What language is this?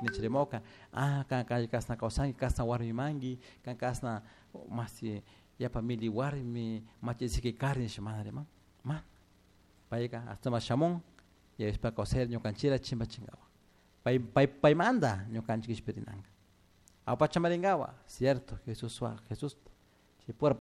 Chimborazo Highland Quichua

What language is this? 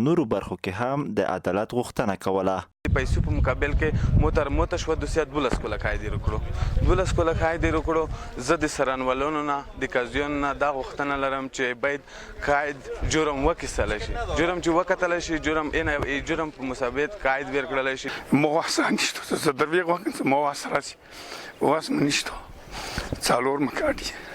Pashto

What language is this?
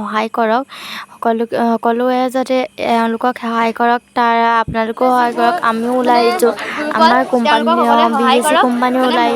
Assamese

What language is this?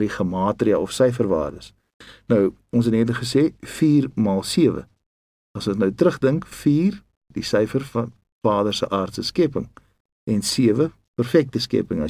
Afrikaans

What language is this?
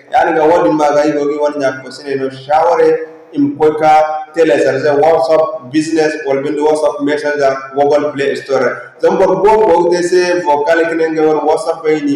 Zarma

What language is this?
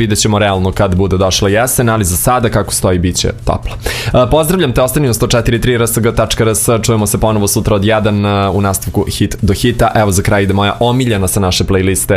Serbian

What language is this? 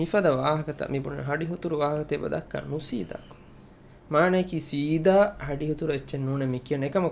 Divehi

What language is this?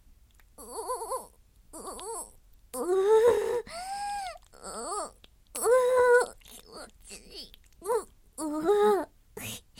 Japanese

